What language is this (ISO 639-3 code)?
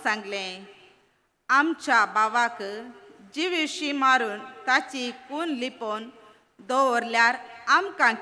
kok